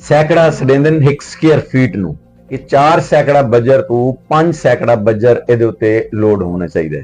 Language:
Saraiki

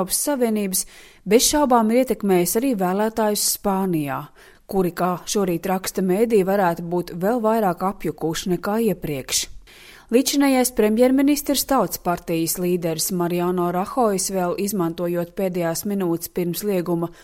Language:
Latvian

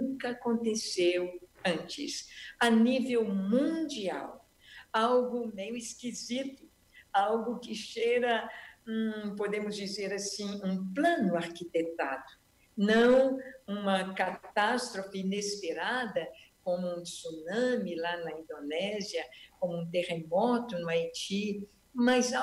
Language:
Portuguese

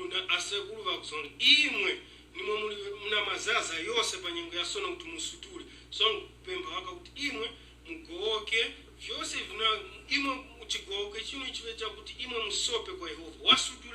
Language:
Tumbuka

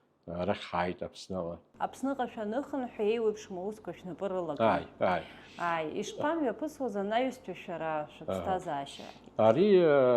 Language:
Abkhazian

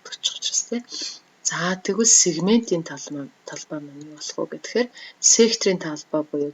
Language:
Mongolian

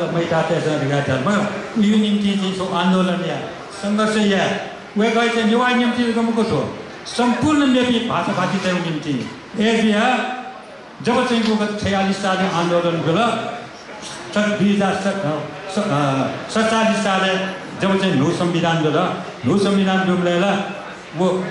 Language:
Newari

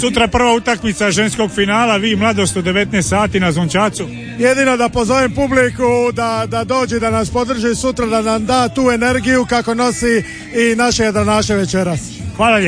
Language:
Croatian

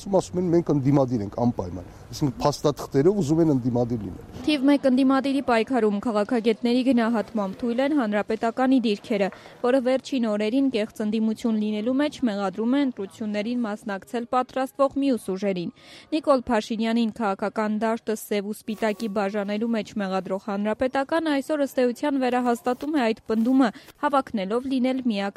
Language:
Armenian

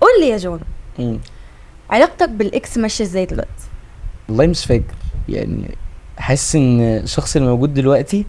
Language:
Egyptian Arabic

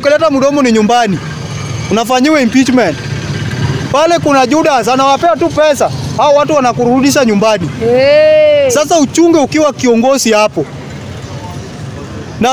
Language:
Swahili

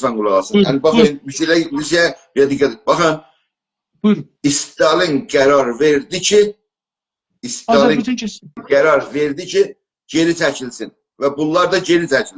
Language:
South Azerbaijani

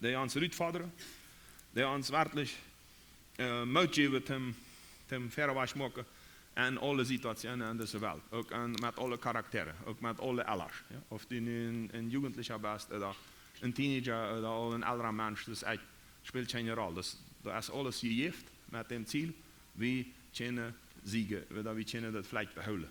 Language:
Plautdietsch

